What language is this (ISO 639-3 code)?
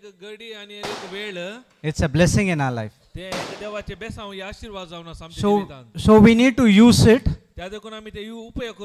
kok